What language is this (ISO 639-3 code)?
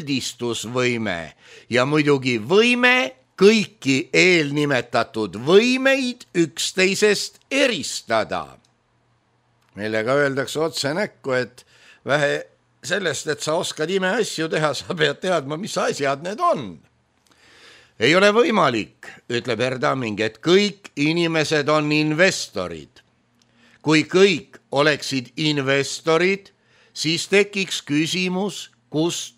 est